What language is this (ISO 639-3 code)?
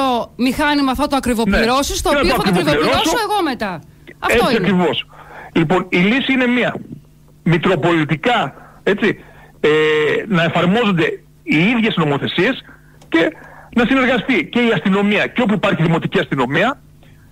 ell